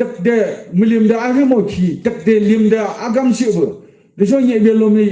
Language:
Yimchungru Naga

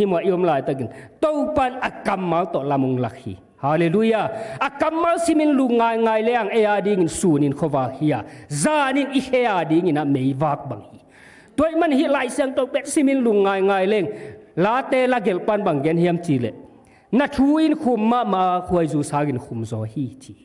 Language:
Tedim Chin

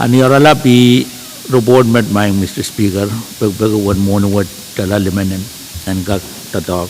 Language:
Pohnpeian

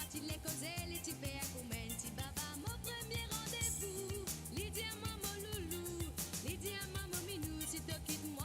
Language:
Morisyen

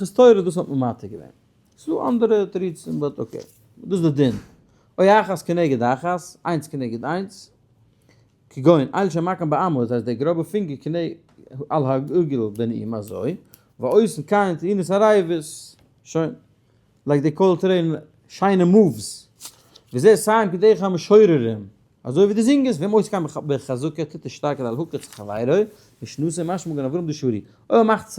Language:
Yiddish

